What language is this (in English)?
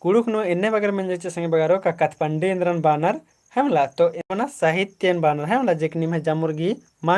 Kurukh